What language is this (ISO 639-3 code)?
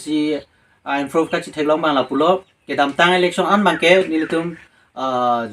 mjw